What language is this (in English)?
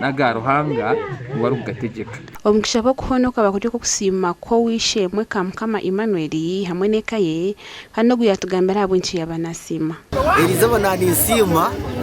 Nyankole